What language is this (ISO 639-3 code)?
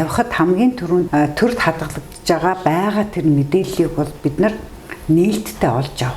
mon